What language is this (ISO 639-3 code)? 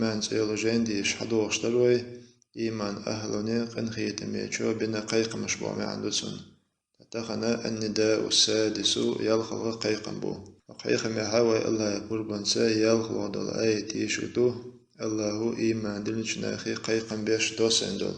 che